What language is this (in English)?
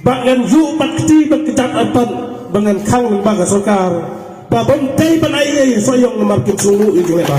Khasi